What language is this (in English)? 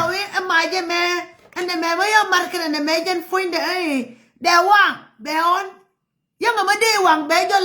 Nuer